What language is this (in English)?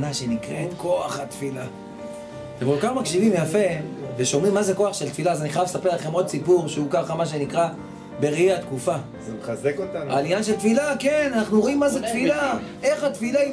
Hebrew